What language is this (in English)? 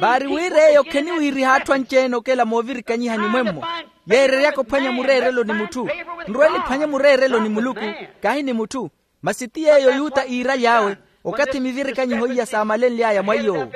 Makhuwa